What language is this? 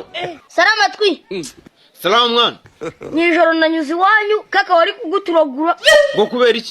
Kinyarwanda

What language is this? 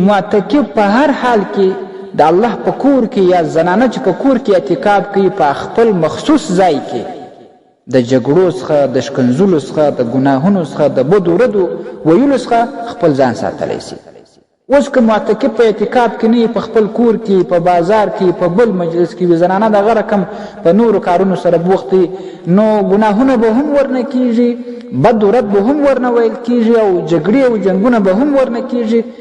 Pashto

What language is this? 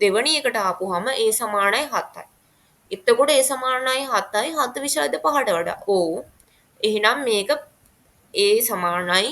Sinhala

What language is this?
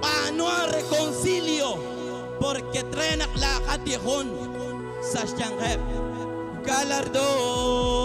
Kekchí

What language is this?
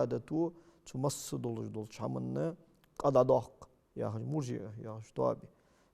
Ingush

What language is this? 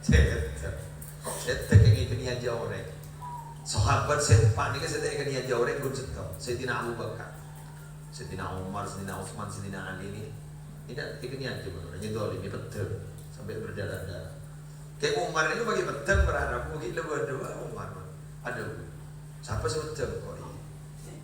Madurese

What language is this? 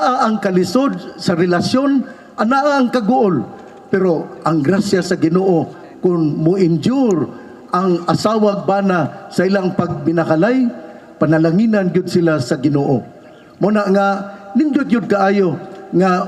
Cebuano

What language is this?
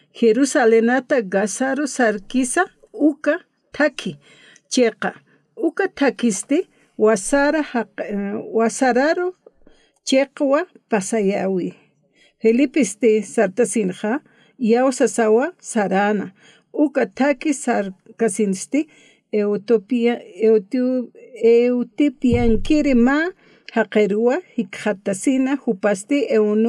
Aymara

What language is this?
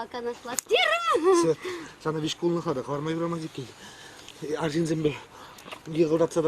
Chuvash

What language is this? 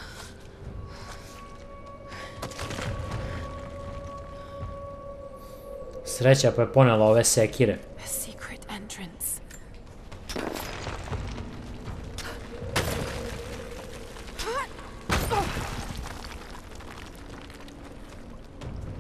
Serbian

